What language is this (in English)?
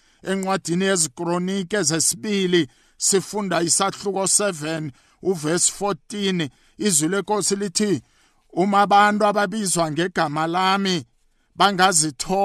South Ndebele